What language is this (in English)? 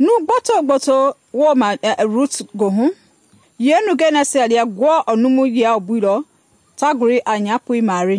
Mende